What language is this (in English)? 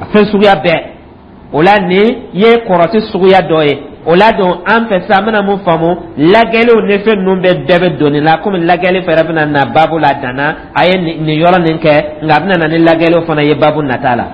Dyula